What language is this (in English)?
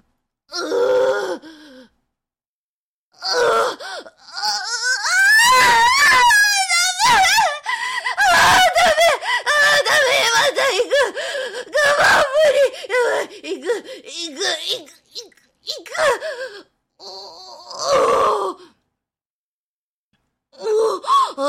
Japanese